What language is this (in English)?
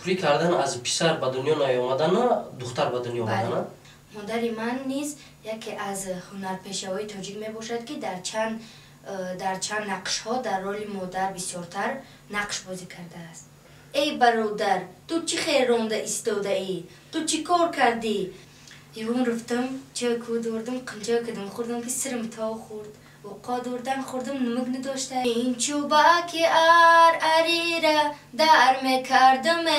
Tajik